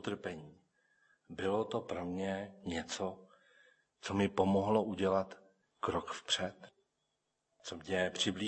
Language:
Czech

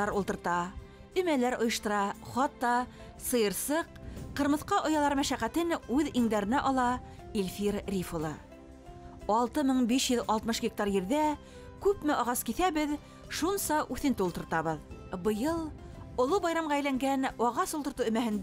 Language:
Bashkir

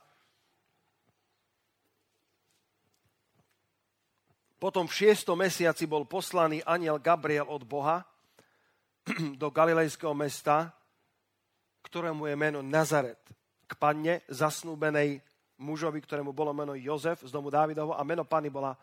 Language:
Slovak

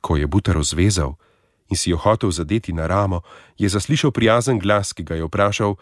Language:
Slovenian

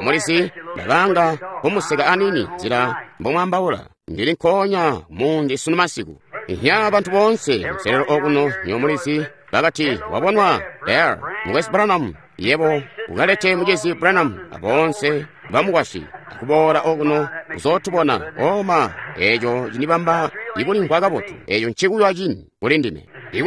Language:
Tonga (Zambia)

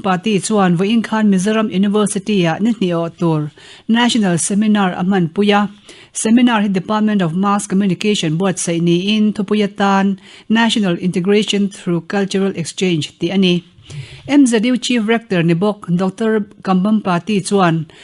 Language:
Mizo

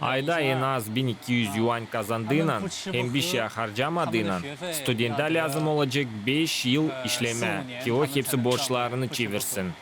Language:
Gagauz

